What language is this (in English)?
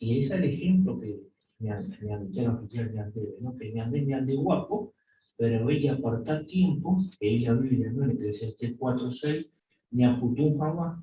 Guarani